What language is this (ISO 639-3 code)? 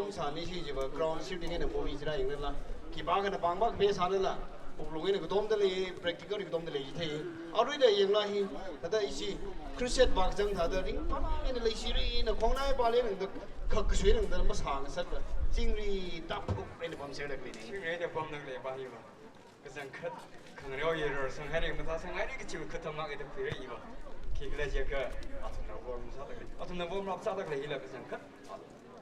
nmf